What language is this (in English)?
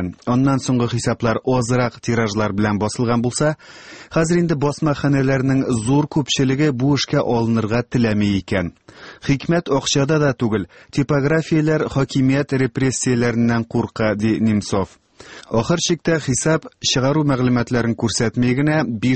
Tatar